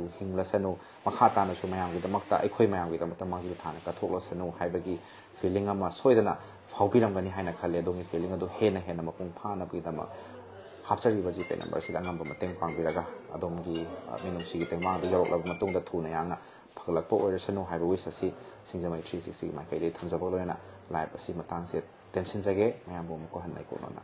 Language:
Manipuri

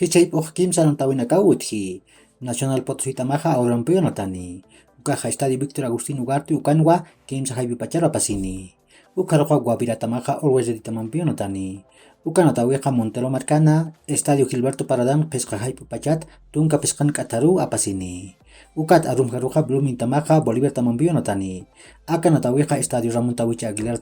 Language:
Aymara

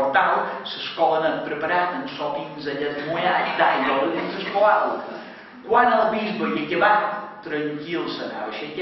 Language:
Catalan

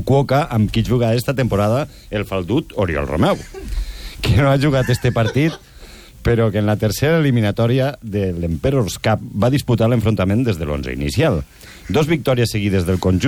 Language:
Catalan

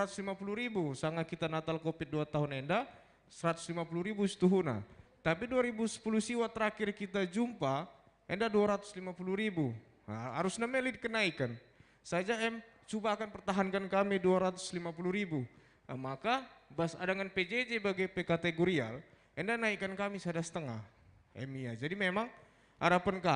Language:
Batak Karo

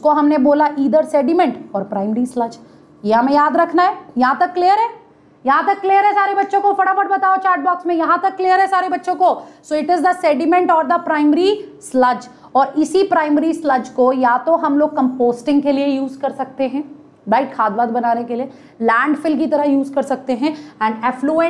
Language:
Hindi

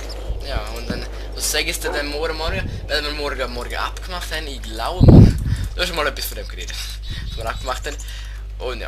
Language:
Swiss German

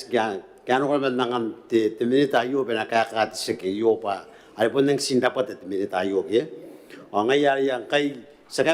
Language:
Gilbertese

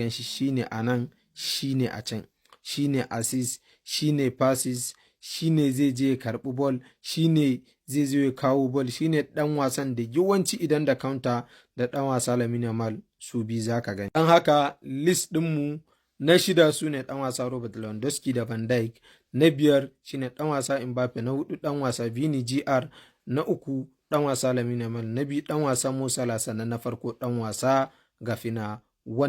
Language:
Hausa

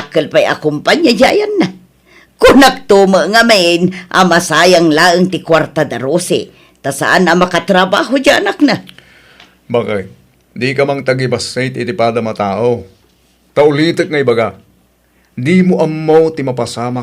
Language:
Iloko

